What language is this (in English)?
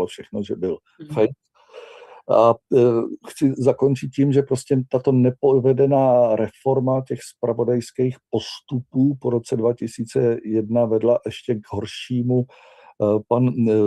Czech